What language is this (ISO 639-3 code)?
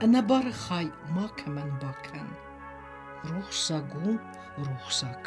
oss